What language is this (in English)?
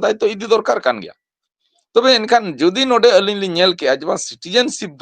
Santali